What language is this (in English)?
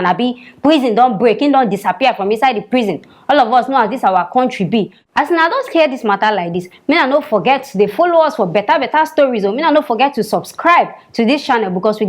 Nigerian Pidgin